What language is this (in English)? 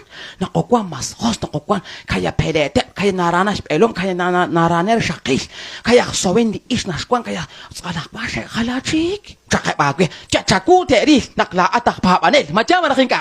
Kekchí